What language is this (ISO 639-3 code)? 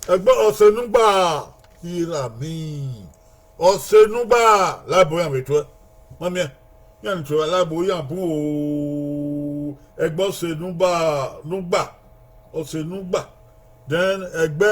bin